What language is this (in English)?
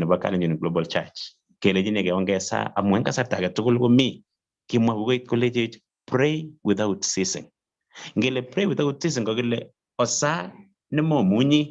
Kalenjin